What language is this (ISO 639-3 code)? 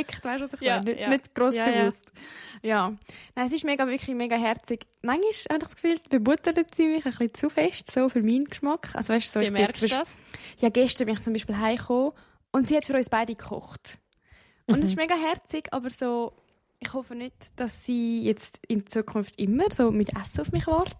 gsw